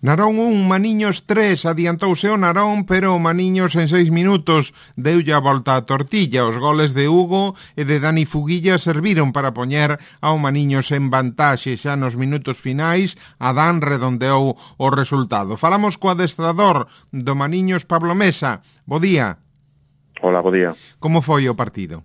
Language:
Galician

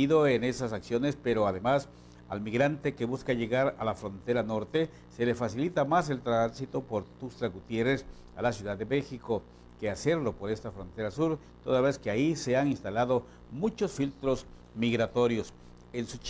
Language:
Spanish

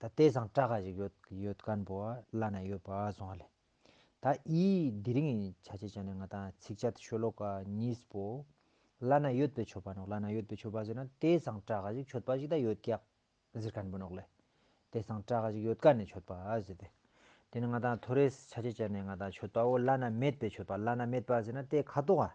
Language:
Tibetan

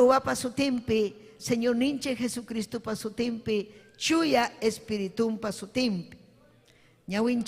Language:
Ayacucho Quechua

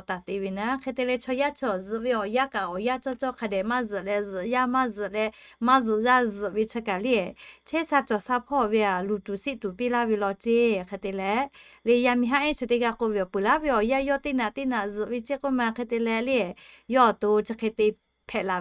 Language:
Lahu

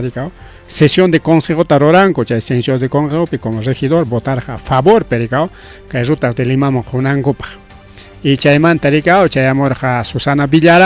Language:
Ayacucho Quechua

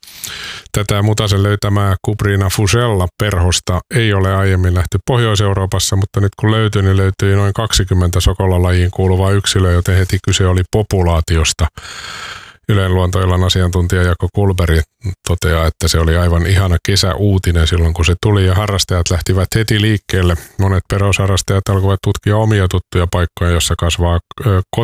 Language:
Finnish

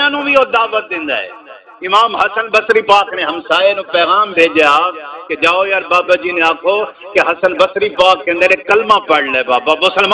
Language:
Saraiki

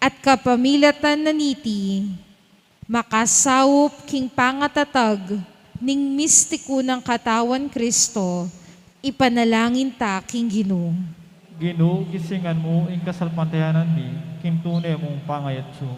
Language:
Pampanga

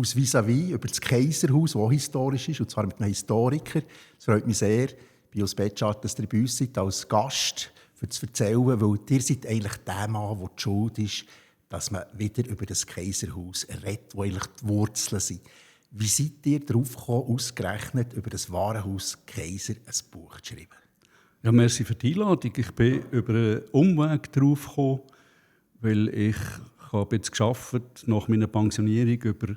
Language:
Swiss German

